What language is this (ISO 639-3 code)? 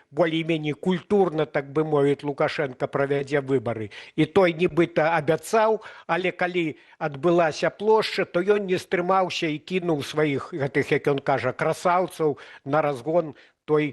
bel